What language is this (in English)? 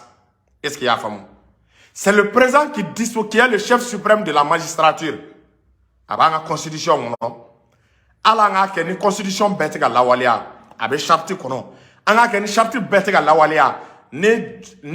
Bambara